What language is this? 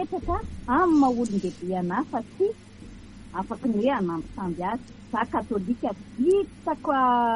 Malagasy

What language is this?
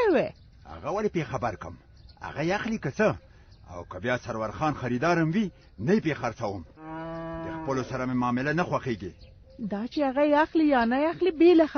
Pashto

